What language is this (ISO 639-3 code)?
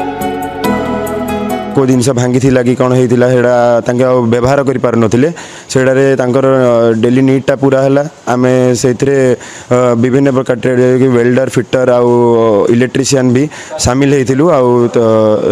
ori